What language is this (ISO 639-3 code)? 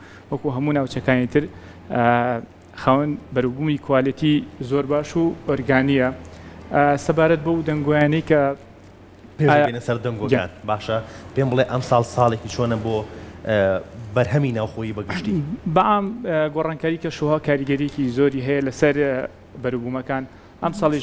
ckb